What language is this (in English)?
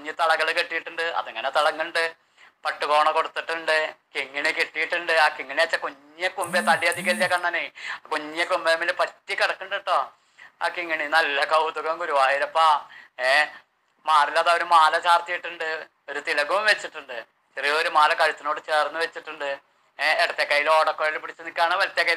Malayalam